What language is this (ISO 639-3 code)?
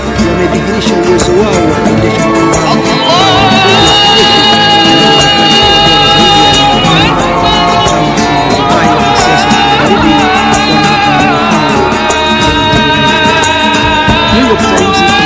swa